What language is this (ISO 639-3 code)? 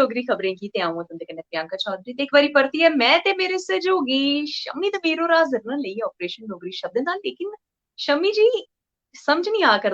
doi